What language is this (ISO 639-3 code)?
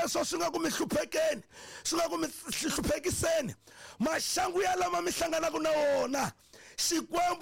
tso